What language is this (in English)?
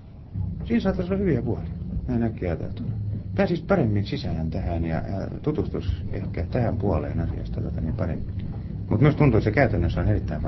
Finnish